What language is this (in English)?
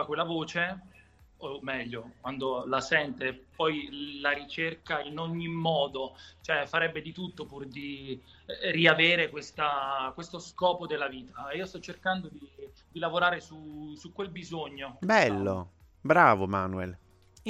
Italian